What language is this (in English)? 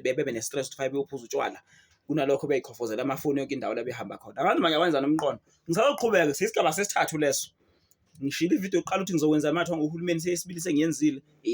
Zulu